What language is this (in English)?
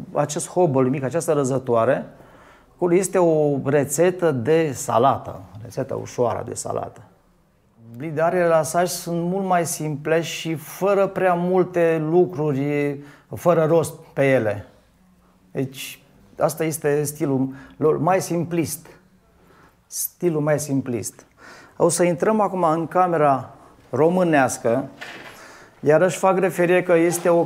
Romanian